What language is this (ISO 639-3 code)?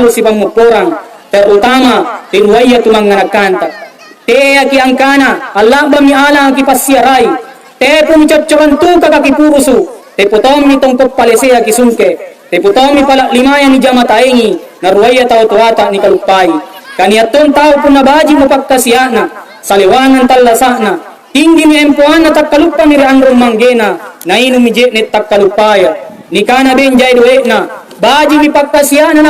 mak